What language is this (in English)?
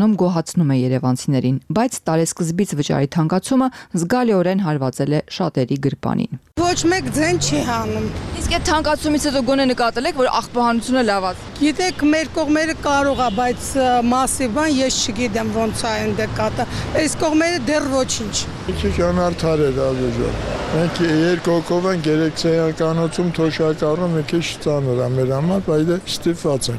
Armenian